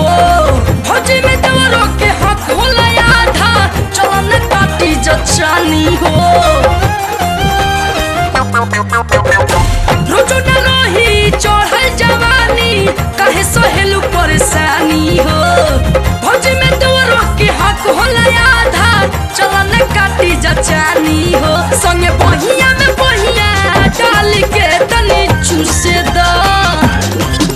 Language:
Bhojpuri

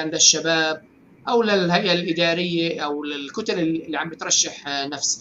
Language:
North Levantine Arabic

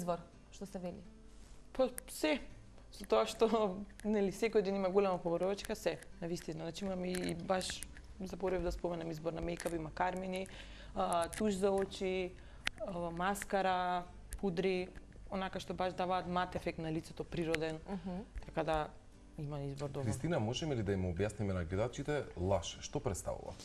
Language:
Macedonian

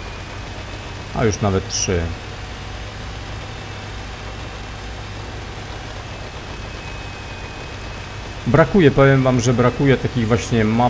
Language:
Polish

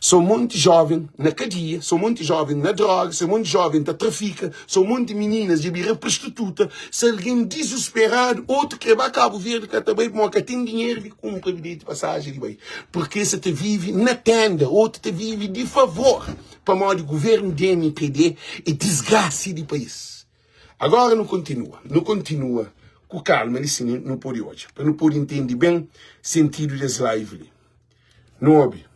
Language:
Kabuverdianu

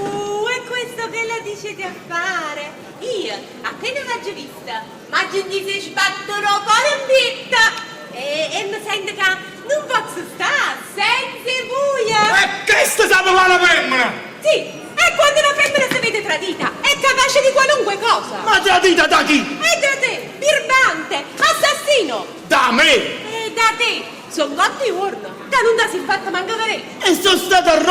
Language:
Neapolitan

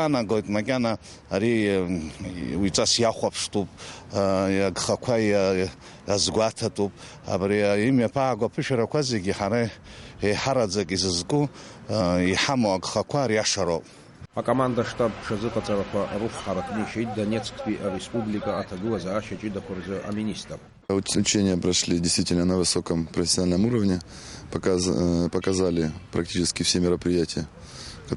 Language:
Abkhazian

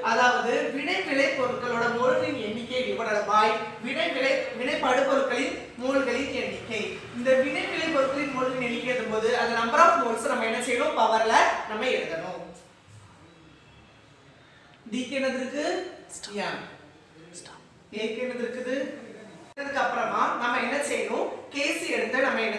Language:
Tamil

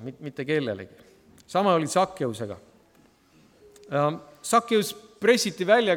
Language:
Estonian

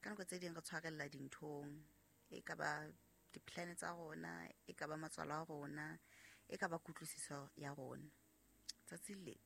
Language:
Southern Sotho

